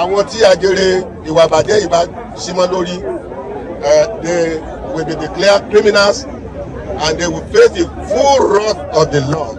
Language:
Yoruba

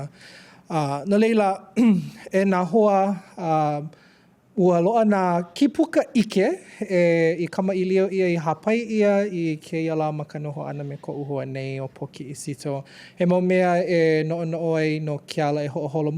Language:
Hawaiian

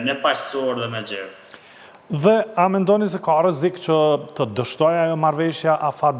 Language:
Albanian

